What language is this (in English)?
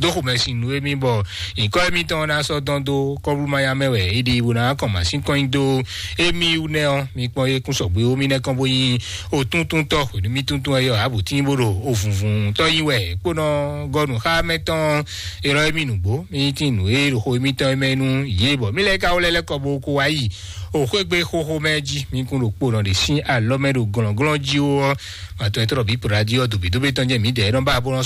Fon